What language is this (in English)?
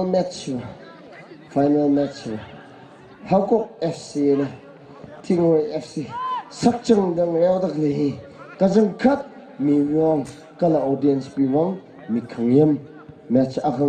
Tangkhul Naga (India)